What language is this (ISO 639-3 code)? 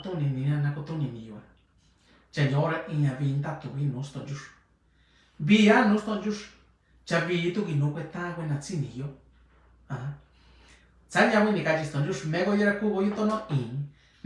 mix